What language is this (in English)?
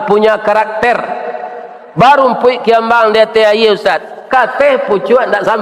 Minangkabau